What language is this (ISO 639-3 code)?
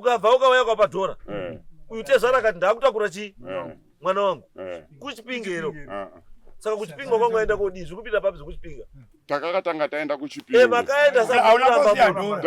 sna